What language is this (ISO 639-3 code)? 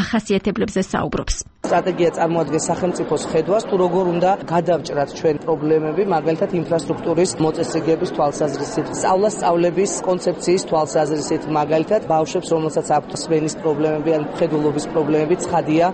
kat